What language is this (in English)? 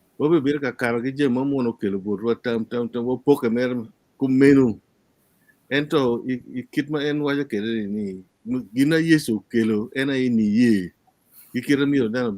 Acoli